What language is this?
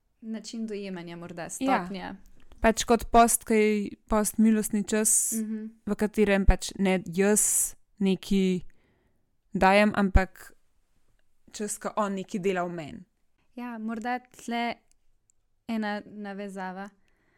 Slovenian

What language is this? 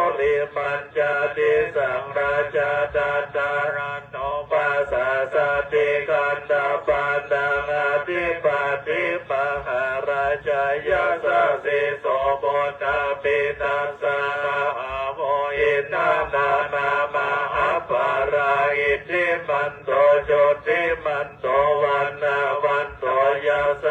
Pali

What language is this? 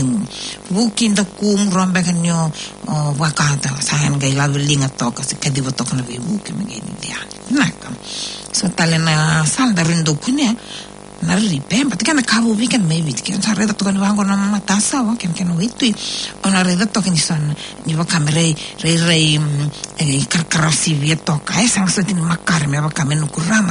Fijian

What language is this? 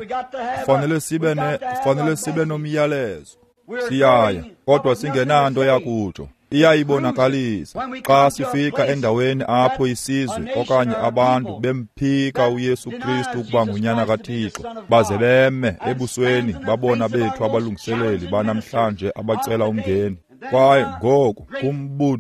Xhosa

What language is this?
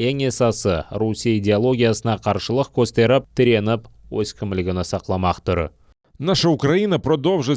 Crimean Tatar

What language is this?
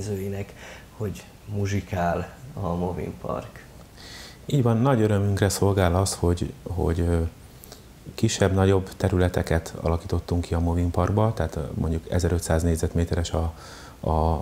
Hungarian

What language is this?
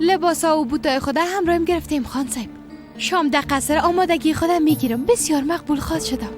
Persian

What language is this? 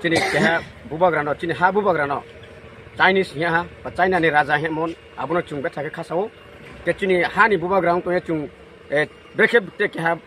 Kok Borok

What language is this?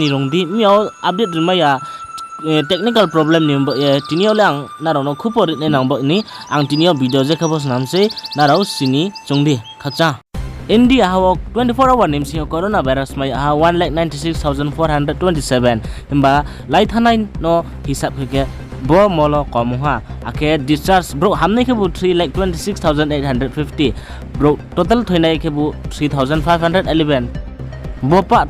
Riang (India)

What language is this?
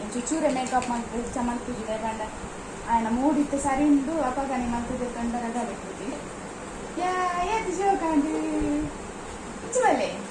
Tulu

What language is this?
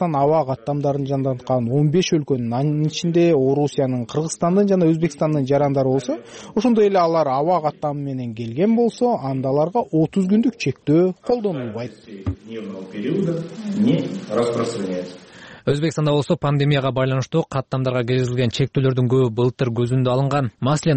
Kyrgyz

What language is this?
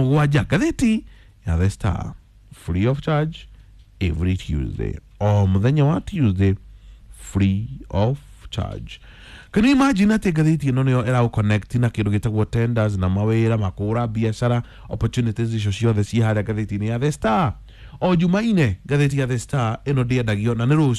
Kikuyu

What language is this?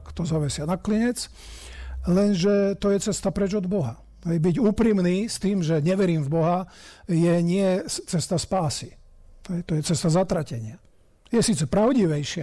Slovak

